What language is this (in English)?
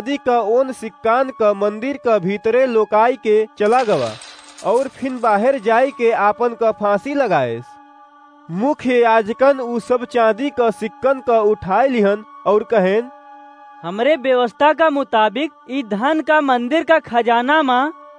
Awadhi